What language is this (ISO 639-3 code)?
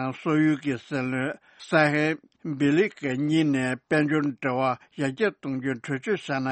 bod